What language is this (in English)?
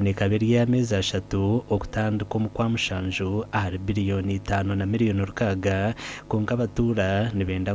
Nyankole